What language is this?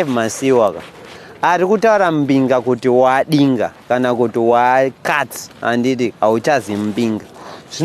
Shona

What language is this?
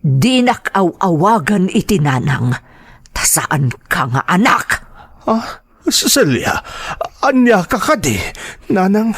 Iloko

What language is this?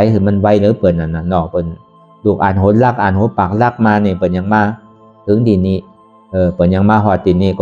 Shan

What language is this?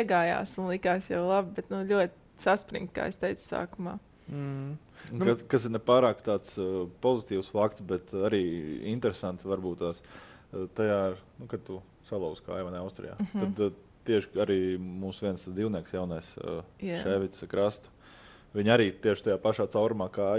Latvian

